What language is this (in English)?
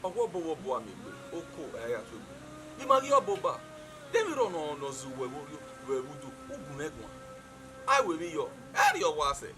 Bini